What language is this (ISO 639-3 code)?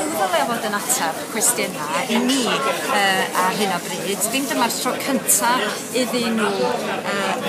cym